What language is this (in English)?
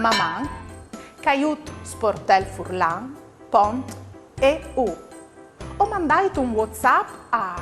Friulian